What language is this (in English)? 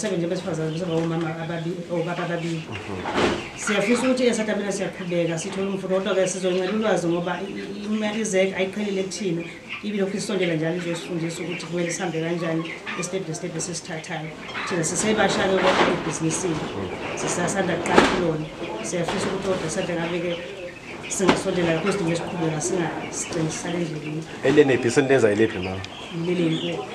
Zulu